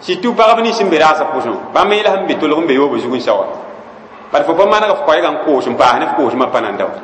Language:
Mossi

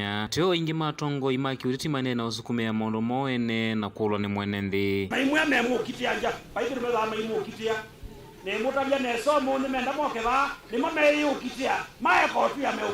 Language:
Kamba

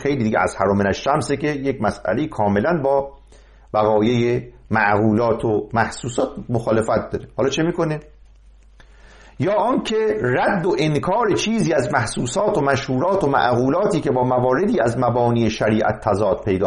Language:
Persian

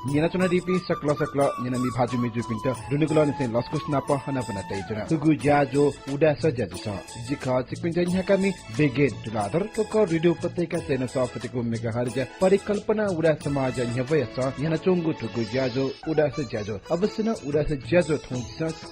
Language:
Newari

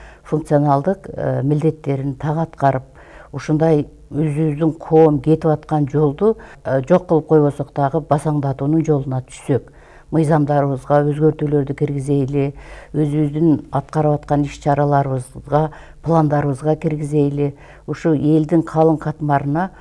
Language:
Kyrgyz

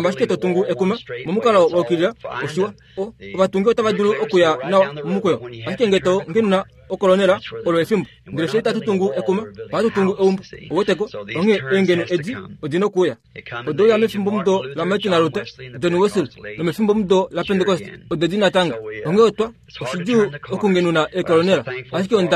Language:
Kuanyama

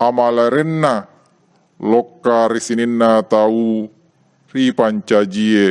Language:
Buginese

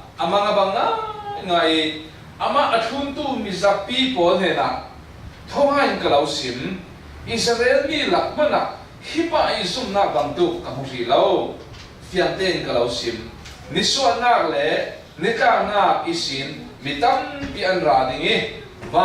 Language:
Falam Chin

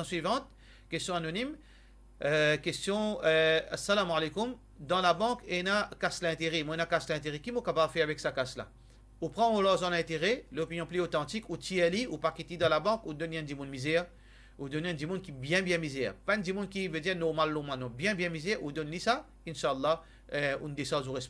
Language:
Morisyen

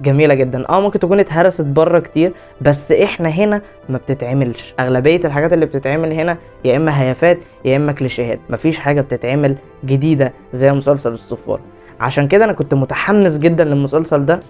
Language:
Egyptian Arabic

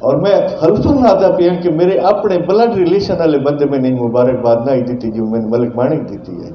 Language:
Saraiki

